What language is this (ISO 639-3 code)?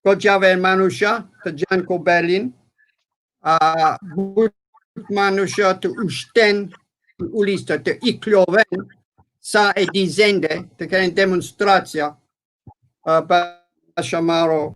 rmn